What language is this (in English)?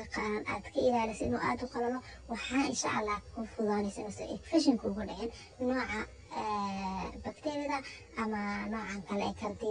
Somali